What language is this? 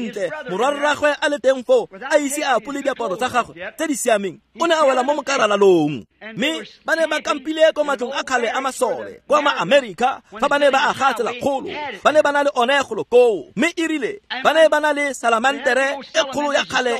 Tswana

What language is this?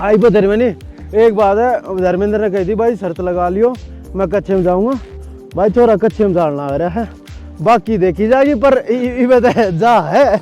Haryanvi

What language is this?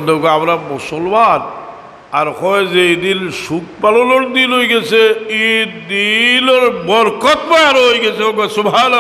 Sylheti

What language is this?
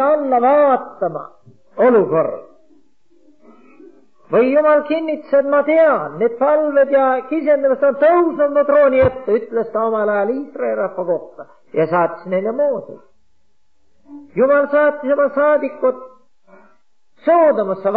Estonian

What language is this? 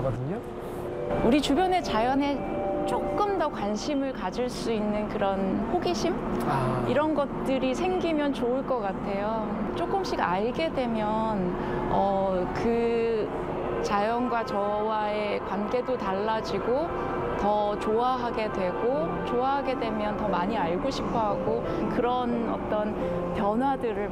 Korean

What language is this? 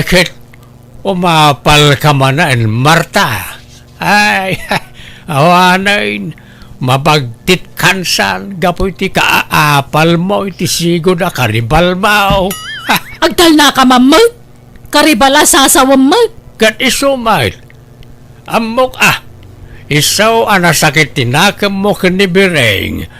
Iloko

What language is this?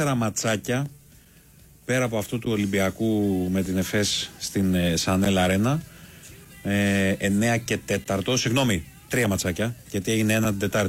Greek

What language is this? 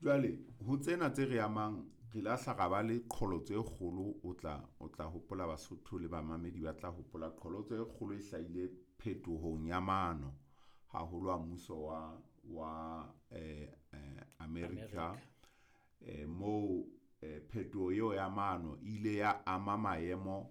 Southern Sotho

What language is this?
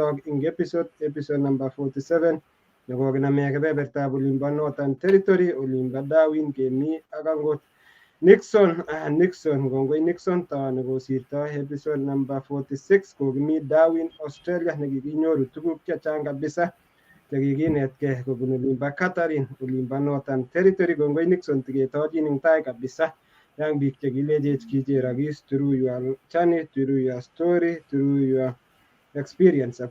Kalenjin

